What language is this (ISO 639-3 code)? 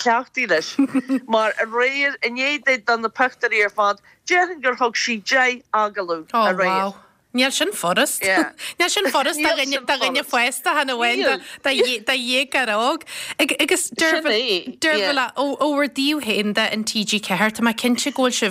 gle